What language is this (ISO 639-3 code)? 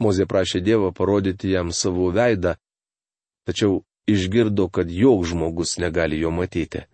lit